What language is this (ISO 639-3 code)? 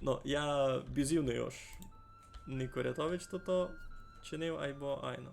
rue